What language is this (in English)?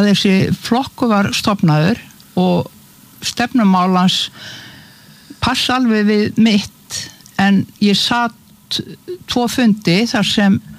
Icelandic